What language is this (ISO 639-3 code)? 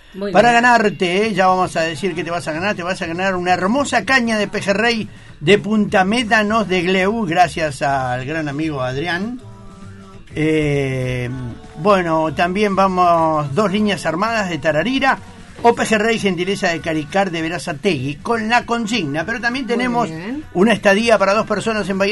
spa